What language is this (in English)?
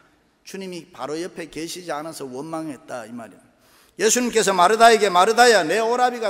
Korean